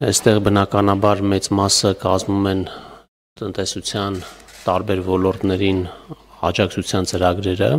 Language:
Armenian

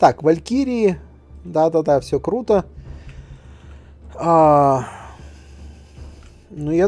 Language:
Russian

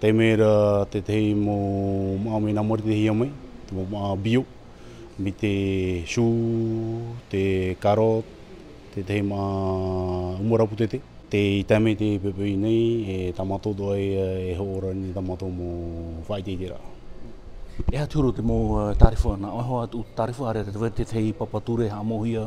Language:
Tahitian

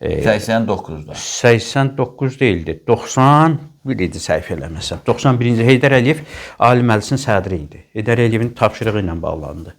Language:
Azerbaijani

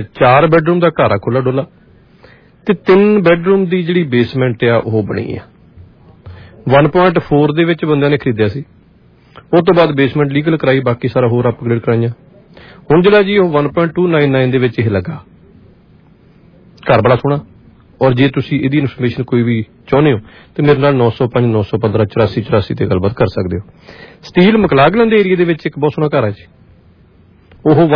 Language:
Punjabi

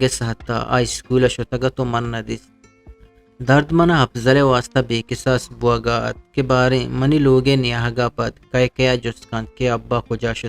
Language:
Eastern Balochi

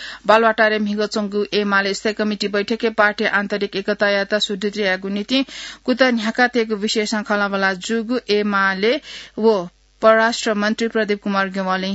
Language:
Newari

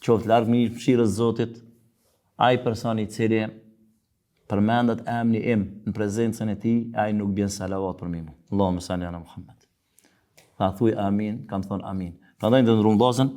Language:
Albanian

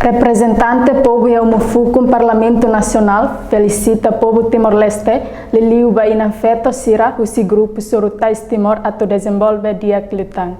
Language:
Tetum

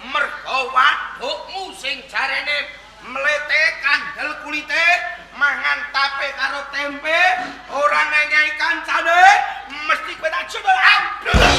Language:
Javanese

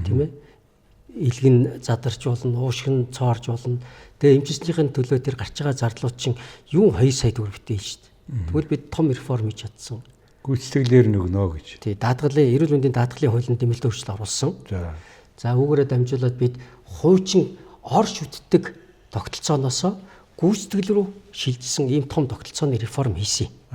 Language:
Mongolian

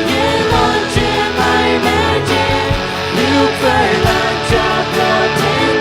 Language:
Faroese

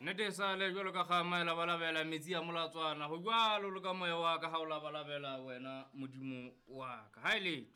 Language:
Southern Sotho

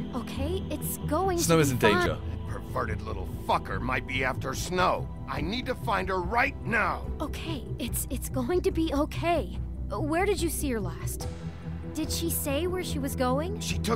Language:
English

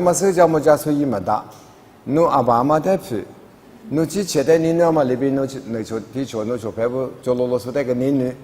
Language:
Lisu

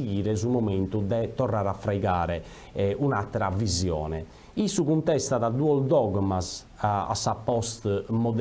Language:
Sardinian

